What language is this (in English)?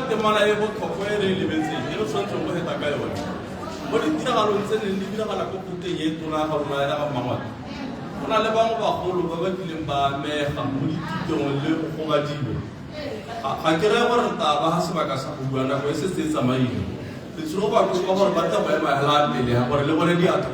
Tswana